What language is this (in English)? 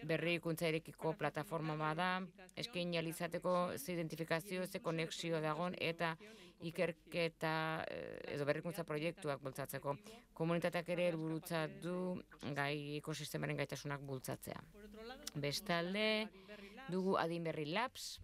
Basque